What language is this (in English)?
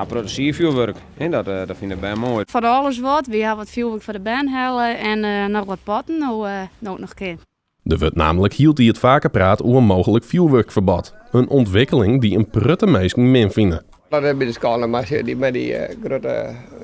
Western Frisian